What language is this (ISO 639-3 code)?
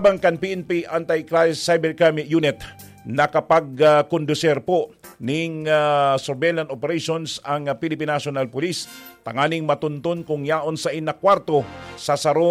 bik